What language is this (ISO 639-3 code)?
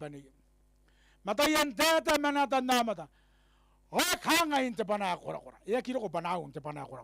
gil